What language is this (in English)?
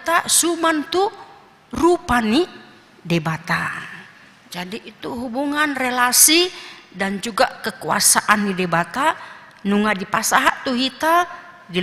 Batak Toba